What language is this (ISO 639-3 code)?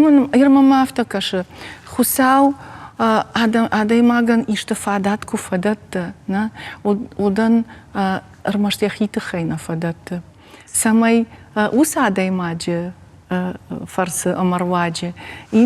oss